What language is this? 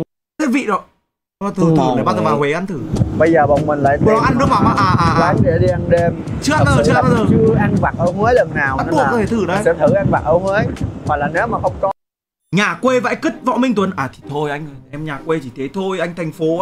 Vietnamese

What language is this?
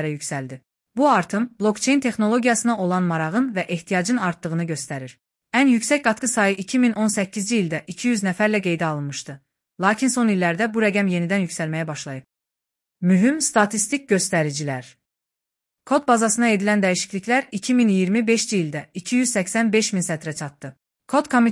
Azerbaijani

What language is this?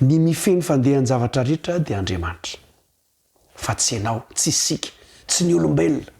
Malagasy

